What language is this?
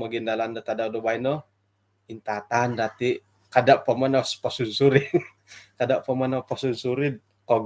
Central Dusun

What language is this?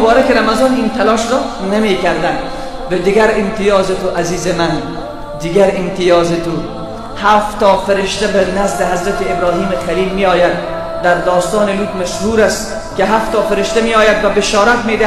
Persian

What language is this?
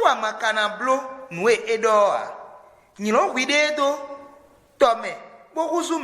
Fon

